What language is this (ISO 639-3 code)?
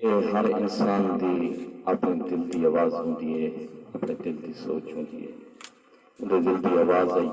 skr